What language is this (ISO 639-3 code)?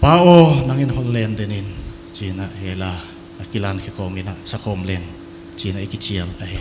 pck